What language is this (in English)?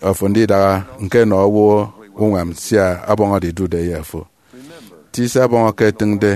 Efik